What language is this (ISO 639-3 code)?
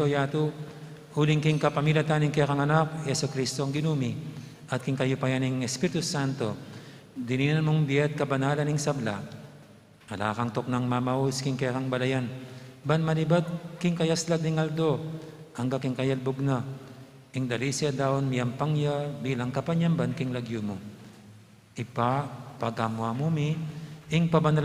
pam